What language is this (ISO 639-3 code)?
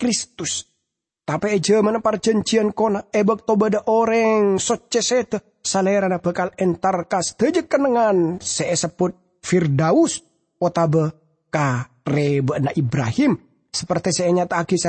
mad